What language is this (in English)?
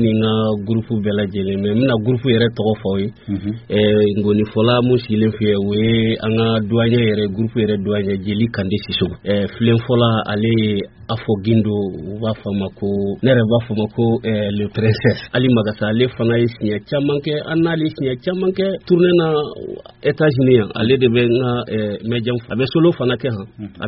Bambara